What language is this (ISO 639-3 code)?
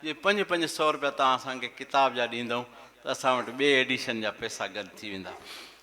snd